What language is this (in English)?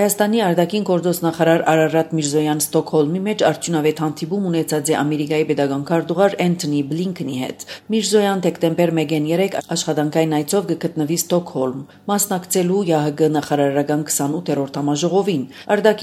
Armenian